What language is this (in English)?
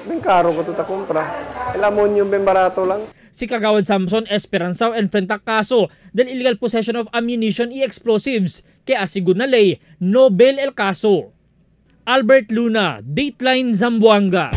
Chavacano